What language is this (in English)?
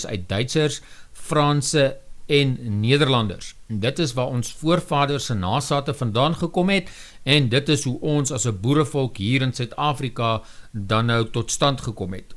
Afrikaans